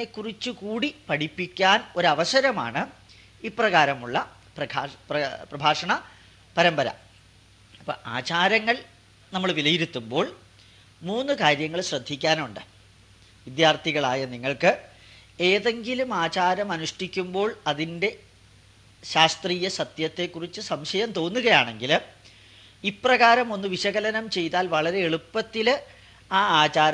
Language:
Malayalam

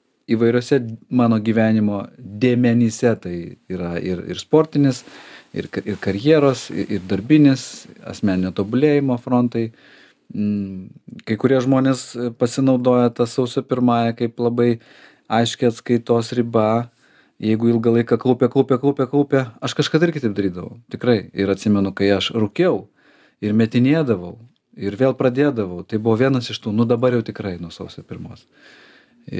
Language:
Lithuanian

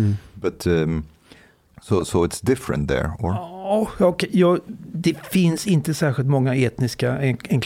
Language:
Swedish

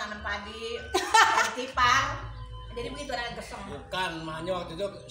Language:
Betawi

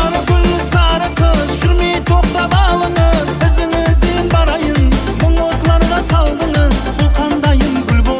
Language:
Kara-Kalpak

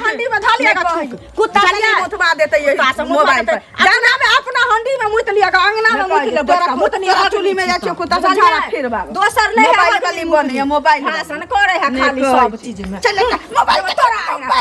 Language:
Maithili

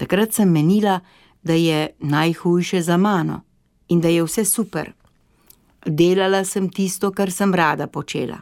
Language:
Slovenian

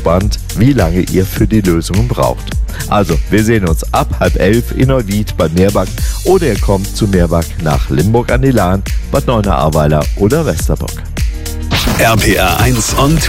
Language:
German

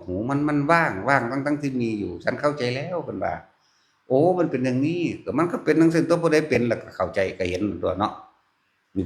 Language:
Northeastern Thai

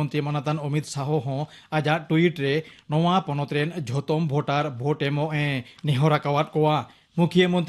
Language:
Santali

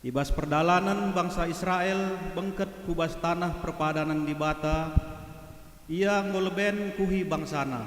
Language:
Batak Karo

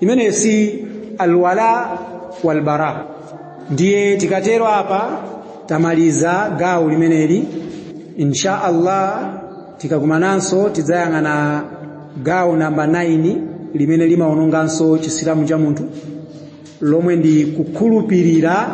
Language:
Nyanja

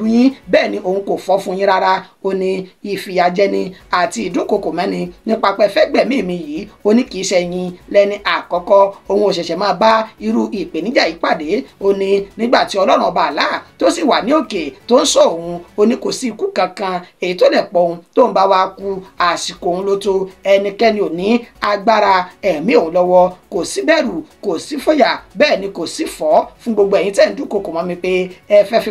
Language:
Yoruba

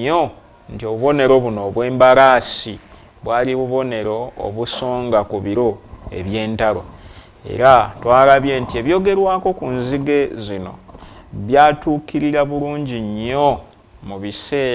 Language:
Ganda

